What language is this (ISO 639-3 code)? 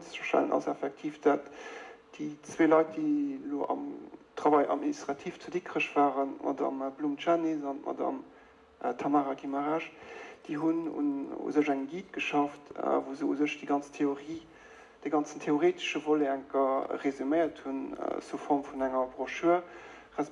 ltz